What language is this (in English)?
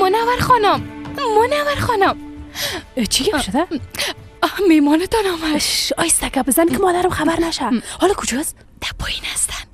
Persian